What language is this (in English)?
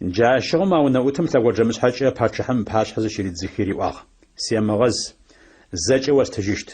Adyghe